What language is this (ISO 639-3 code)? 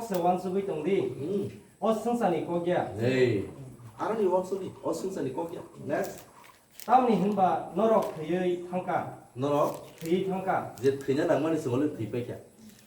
trp